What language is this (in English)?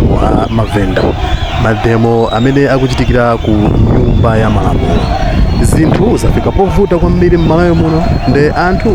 Nyanja